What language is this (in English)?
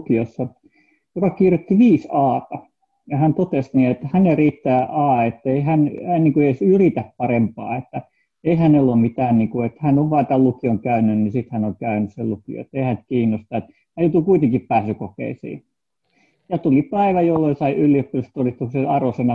Finnish